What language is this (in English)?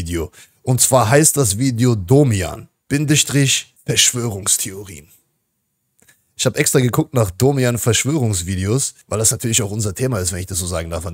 German